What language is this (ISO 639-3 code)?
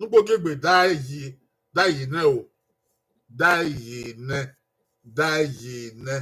bin